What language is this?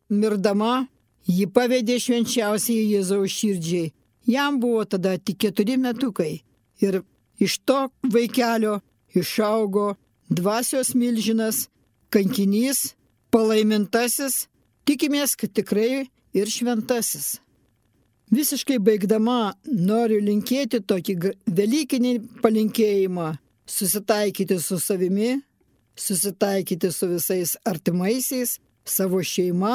Lithuanian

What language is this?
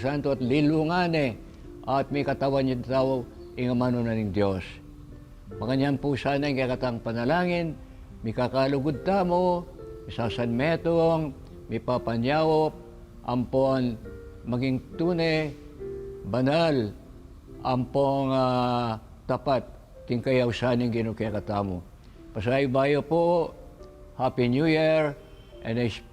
Pampanga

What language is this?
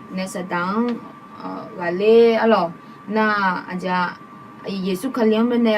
Akha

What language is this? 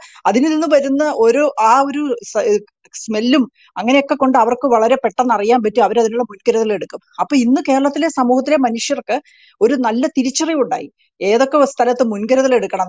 Malayalam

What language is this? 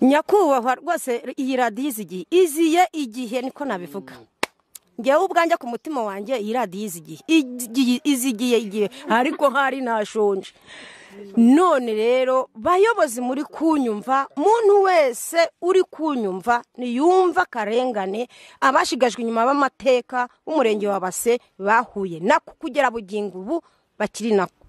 Kinyarwanda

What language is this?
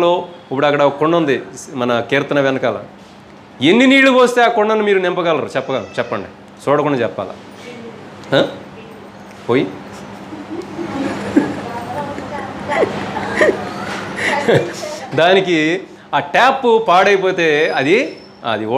Telugu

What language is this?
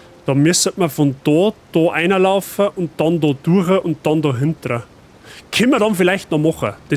Bavarian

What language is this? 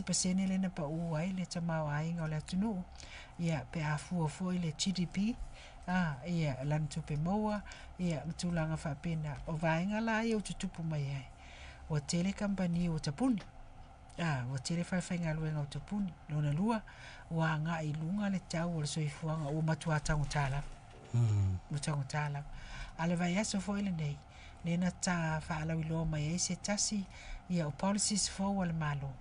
Samoan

